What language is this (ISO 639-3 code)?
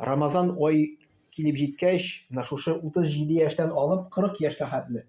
tat